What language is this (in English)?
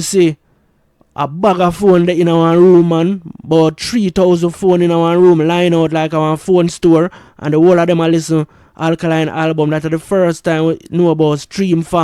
Jamaican Creole English